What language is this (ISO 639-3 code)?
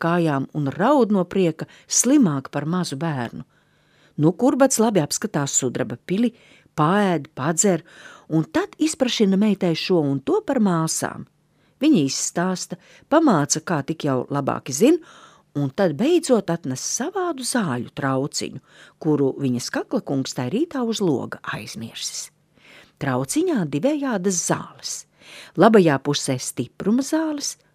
lav